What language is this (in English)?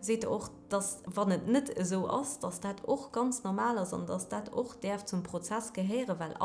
Luxembourgish